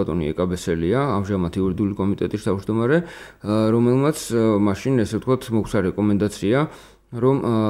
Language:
Georgian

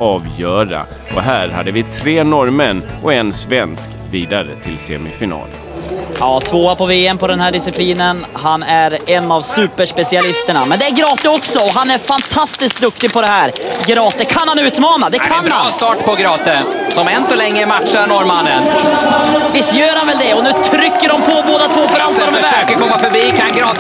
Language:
Swedish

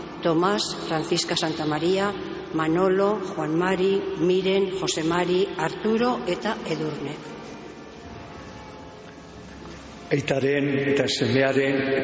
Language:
Basque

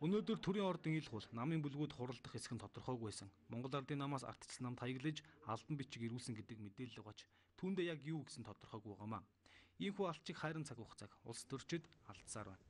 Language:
Mongolian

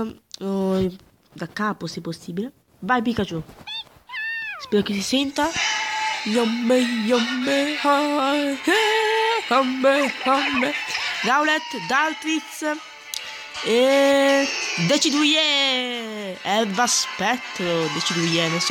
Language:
Italian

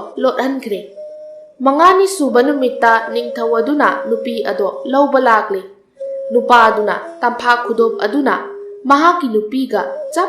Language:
Manipuri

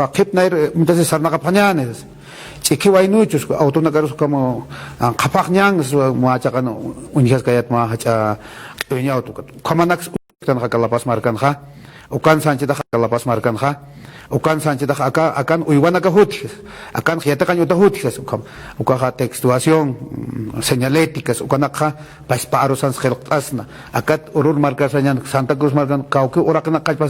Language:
Aymara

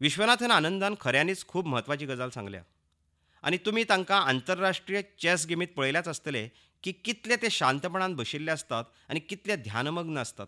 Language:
Konkani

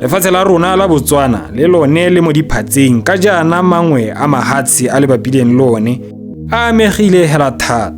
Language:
Tswana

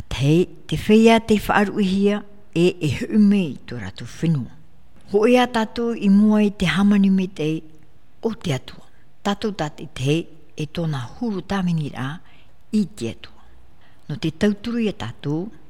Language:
Tahitian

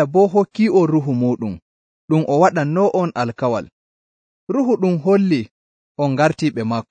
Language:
Nigerian Fulfulde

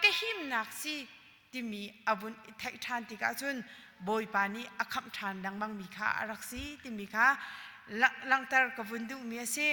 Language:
Hakha Chin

